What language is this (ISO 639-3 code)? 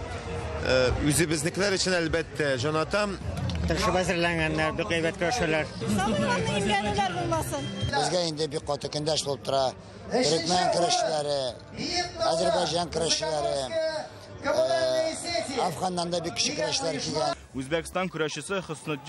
tat